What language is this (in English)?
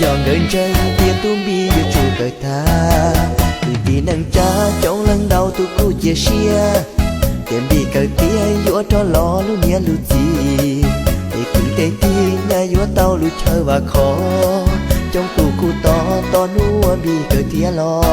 Hmong